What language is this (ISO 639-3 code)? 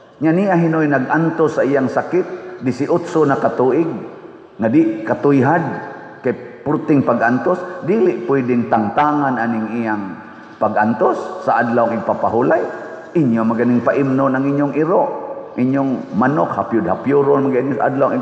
ceb